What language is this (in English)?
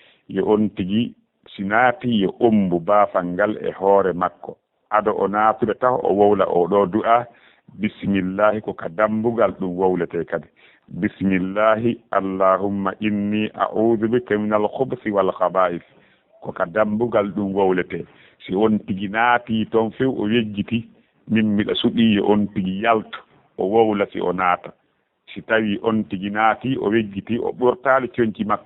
Fula